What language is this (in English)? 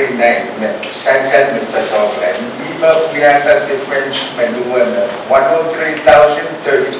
Pohnpeian